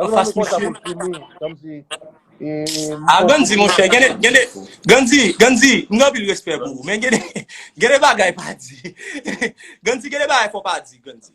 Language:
Haitian Creole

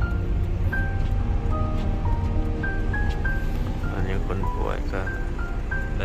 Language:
Lao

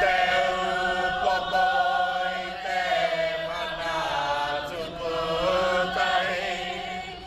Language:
Māori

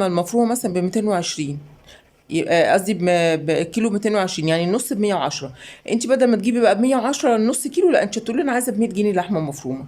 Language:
Egyptian Arabic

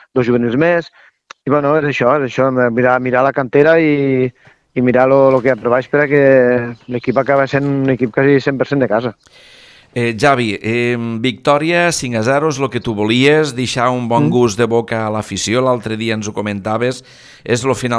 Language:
Catalan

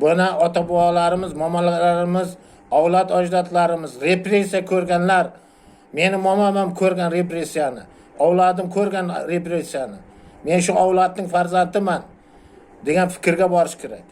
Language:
Uzbek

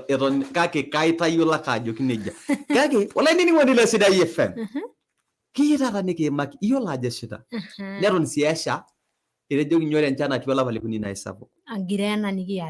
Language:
Masai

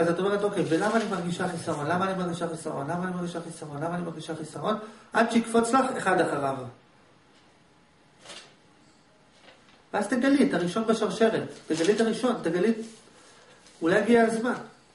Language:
Hebrew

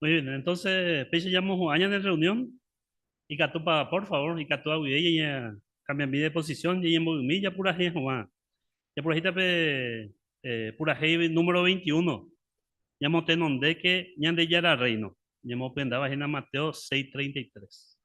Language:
Guarani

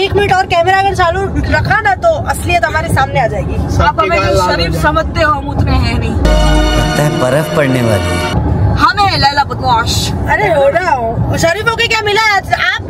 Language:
Hindi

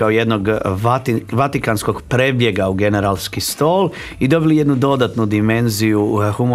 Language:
Croatian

